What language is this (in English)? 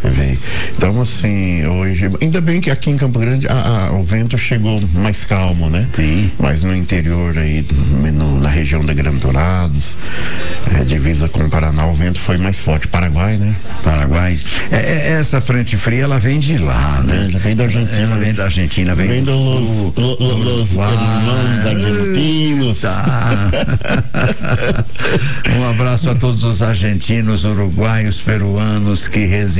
Portuguese